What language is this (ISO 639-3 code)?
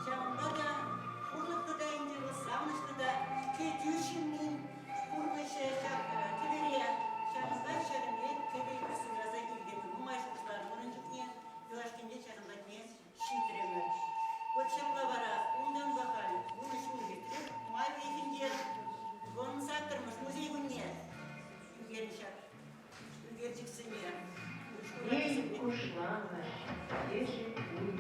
chv